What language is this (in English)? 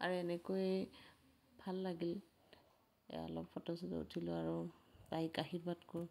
Assamese